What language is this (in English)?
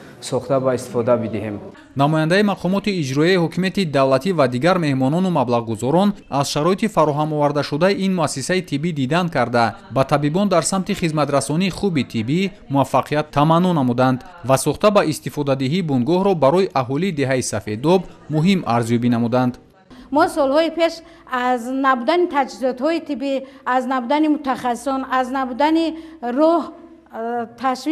Tajik